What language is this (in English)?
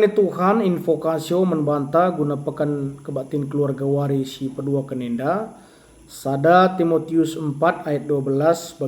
Batak Karo